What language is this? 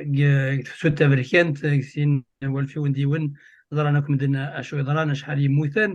Kabyle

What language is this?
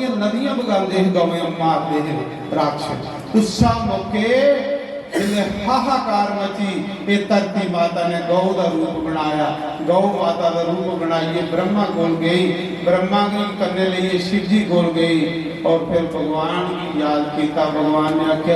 Dogri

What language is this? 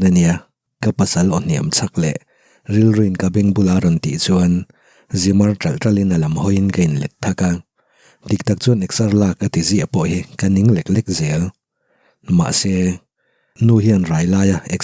Mizo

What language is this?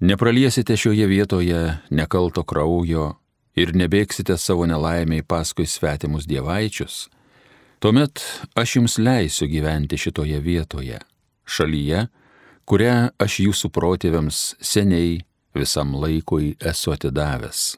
Lithuanian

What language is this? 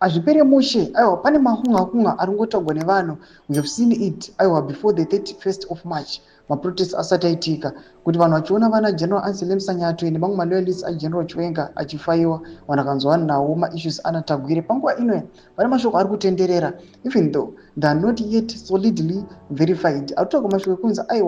Shona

